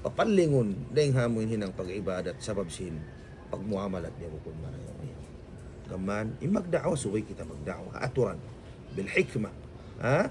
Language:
Tausug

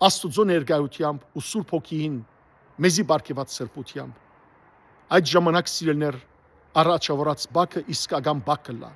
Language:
Western Armenian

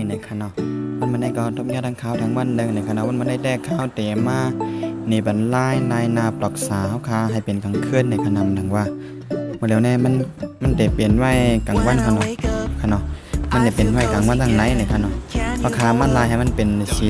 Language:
Shan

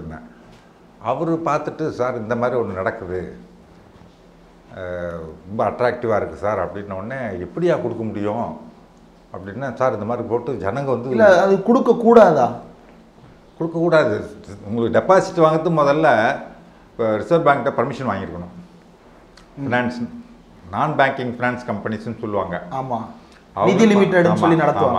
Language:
Tamil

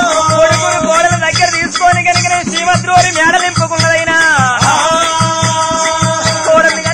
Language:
Telugu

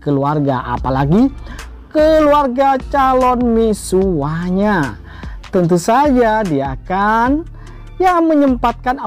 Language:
Indonesian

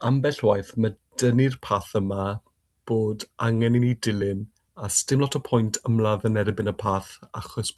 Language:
Welsh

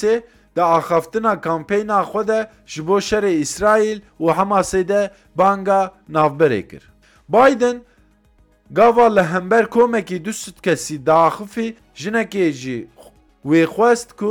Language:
Kurdish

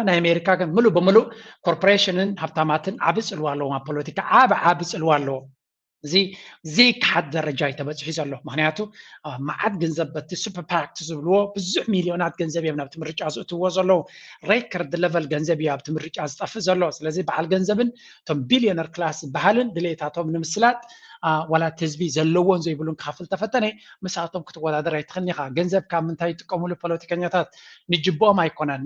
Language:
Tigrinya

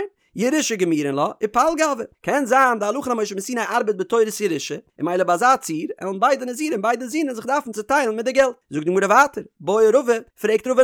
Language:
Yiddish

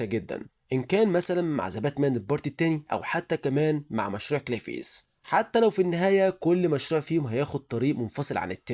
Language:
Egyptian Arabic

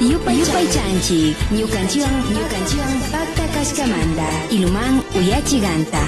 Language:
Imbabura Highland Quichua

